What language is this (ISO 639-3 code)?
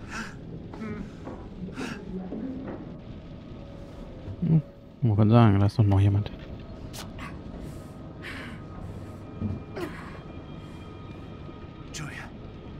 deu